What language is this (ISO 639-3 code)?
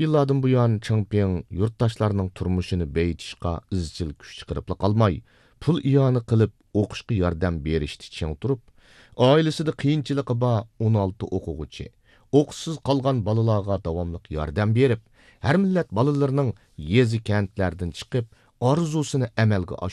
uig